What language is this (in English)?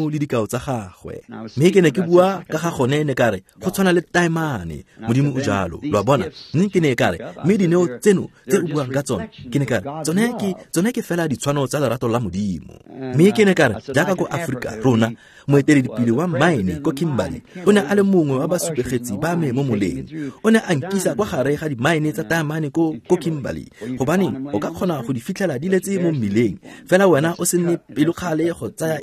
Tswana